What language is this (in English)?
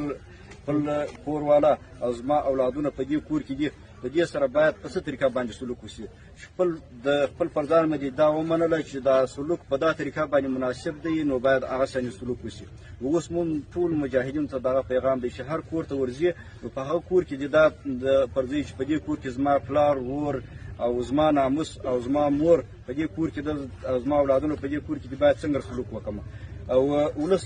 Pashto